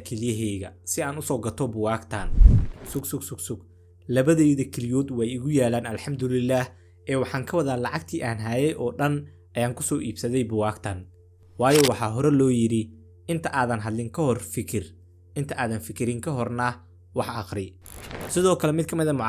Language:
Somali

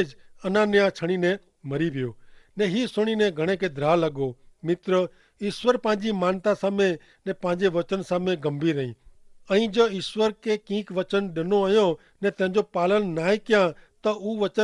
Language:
Kachhi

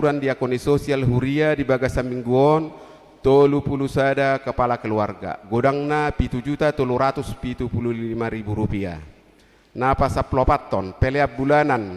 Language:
Batak Toba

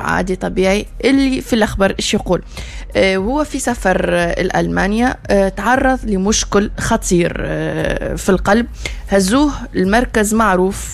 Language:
Tunisian Arabic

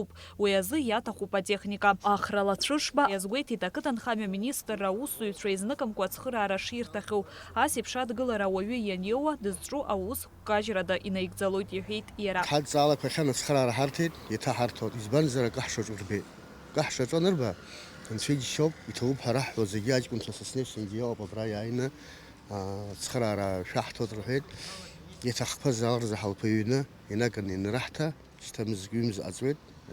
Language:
Abkhazian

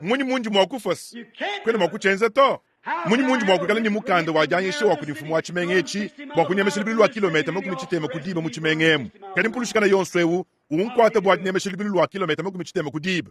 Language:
Luba-Lulua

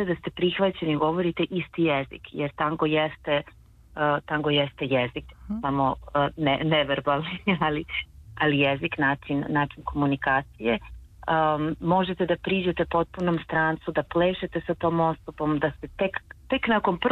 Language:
Serbian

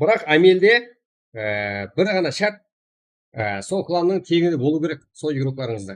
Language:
Kara-Kalpak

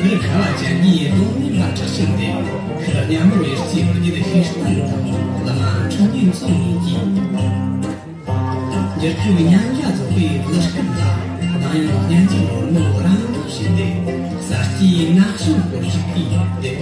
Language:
Tibetan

